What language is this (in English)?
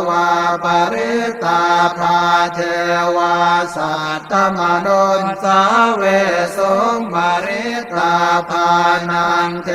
Pali